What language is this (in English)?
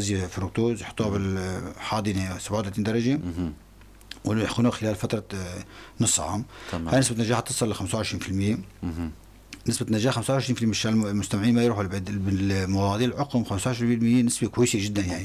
North Levantine Arabic